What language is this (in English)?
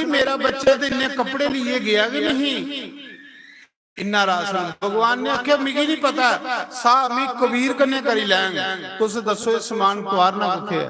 Dogri